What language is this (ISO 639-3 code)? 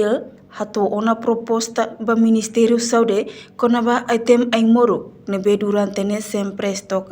tet